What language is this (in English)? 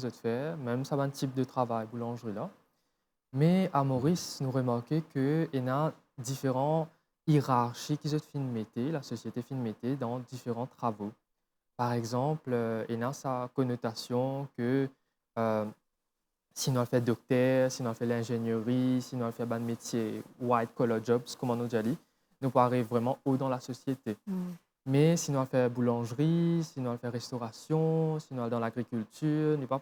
Morisyen